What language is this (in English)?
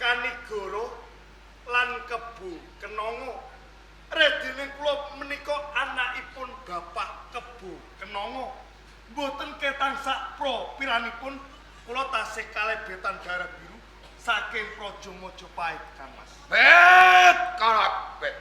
Javanese